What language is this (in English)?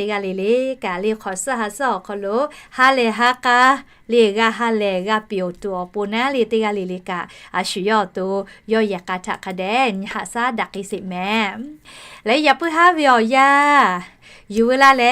Lahu